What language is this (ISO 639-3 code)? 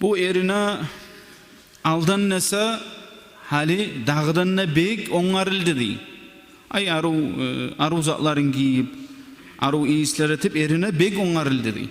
kum